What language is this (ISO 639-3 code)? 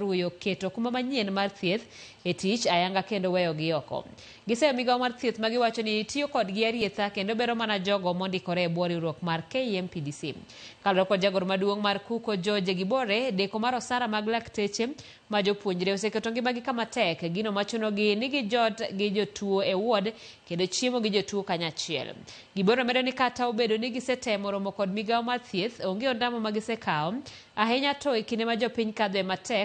luo